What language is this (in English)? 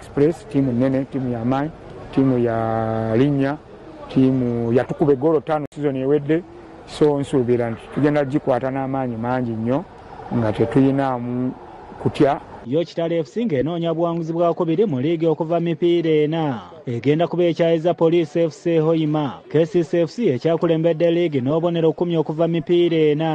Ganda